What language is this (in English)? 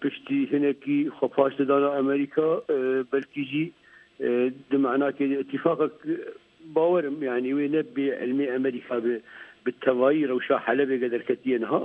Kurdish